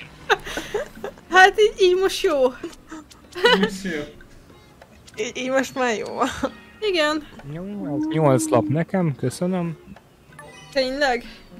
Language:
Hungarian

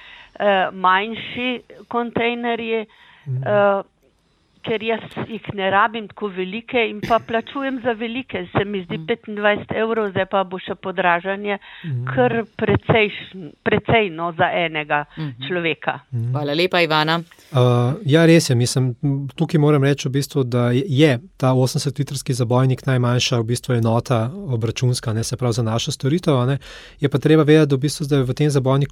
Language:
Slovenian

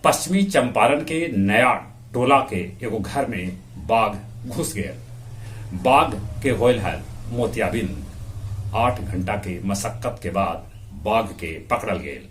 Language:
Magahi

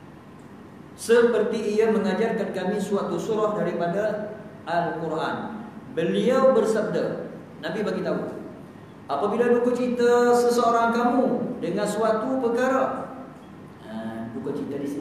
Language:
Malay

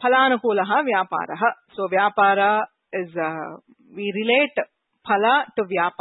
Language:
Sanskrit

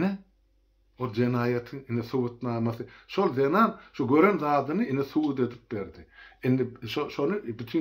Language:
Turkmen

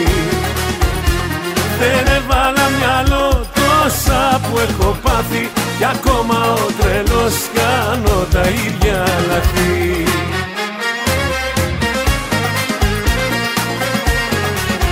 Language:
Greek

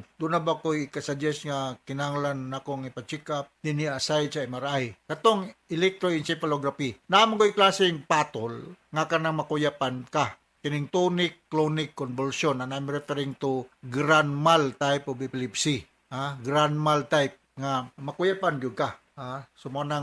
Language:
Cebuano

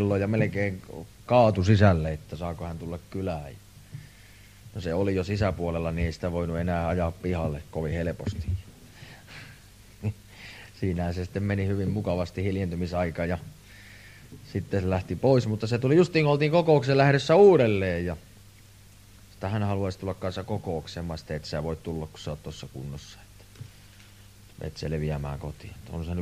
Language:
Finnish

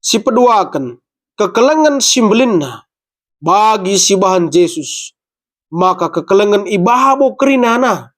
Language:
Batak Karo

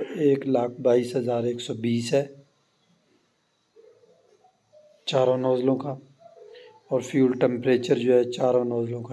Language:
Hindi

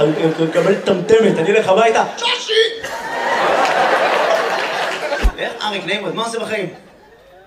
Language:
Hebrew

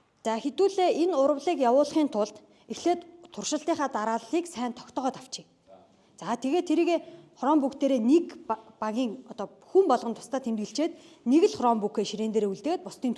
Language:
Mongolian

